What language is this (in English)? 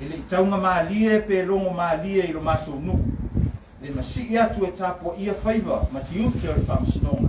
Samoan